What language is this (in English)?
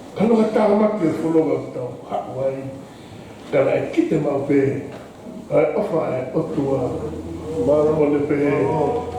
Tongan